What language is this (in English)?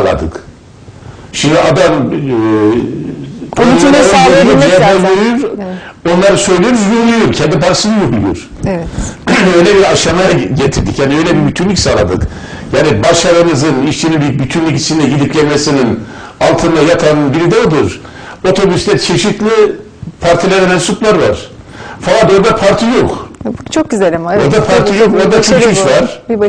Turkish